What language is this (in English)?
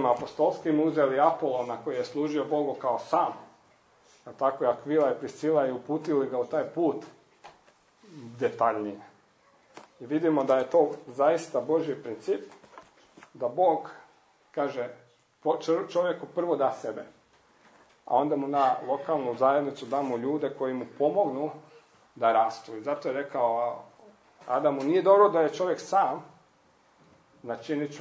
Croatian